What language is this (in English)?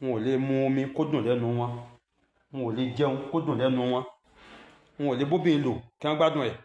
Yoruba